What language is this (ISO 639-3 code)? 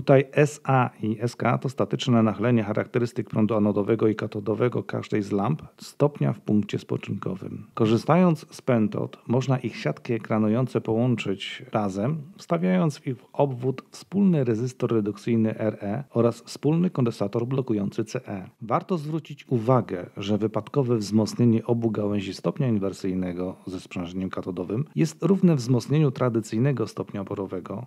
pol